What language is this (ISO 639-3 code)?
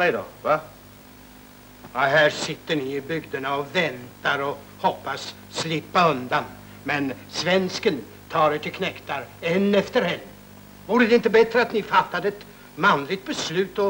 swe